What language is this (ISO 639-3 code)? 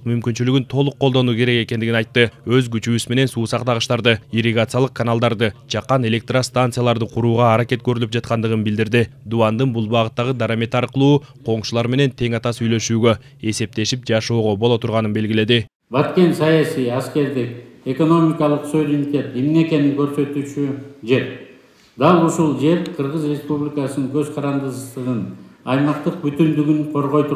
kir